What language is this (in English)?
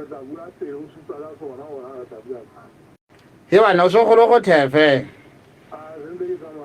Southern Sotho